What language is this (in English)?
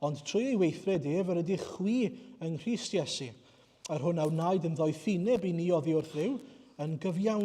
Welsh